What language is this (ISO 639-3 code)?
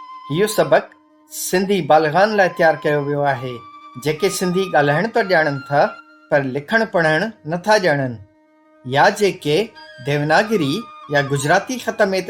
snd